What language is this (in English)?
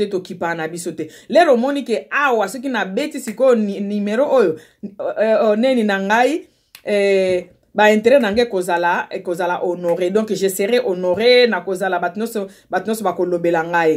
Lingala